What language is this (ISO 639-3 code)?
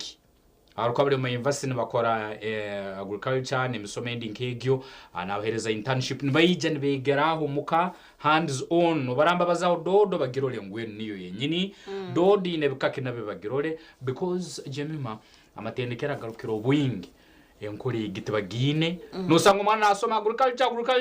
nyn